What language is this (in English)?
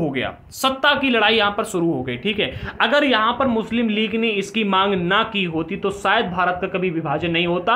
Hindi